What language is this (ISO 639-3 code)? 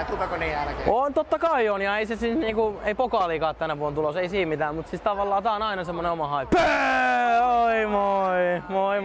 fin